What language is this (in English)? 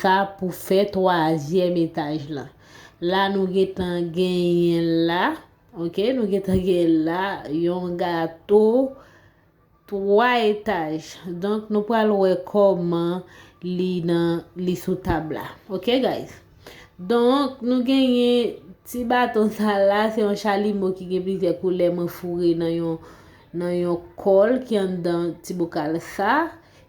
Haitian Creole